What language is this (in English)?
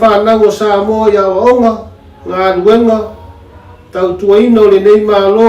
Samoan